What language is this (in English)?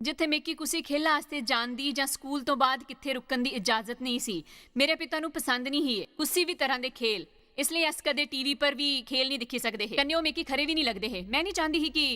Dogri